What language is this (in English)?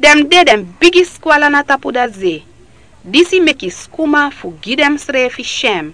Sranan Tongo